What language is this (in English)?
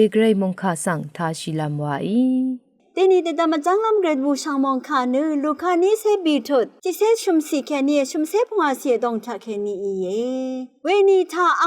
Rawang